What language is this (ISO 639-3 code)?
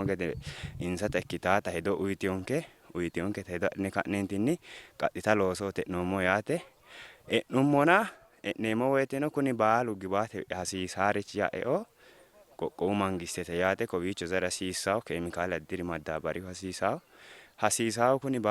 sid